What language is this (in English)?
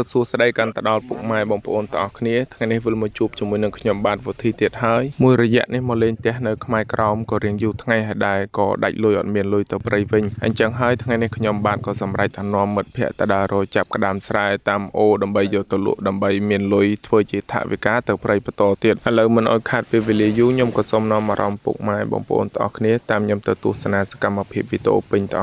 Khmer